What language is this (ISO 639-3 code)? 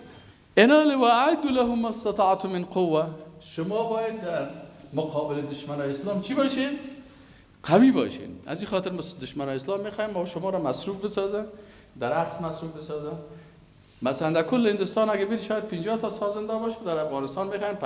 fas